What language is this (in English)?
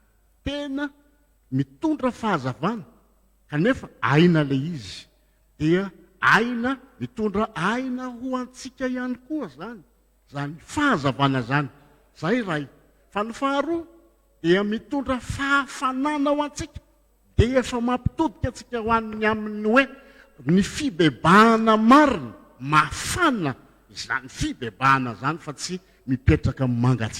Malagasy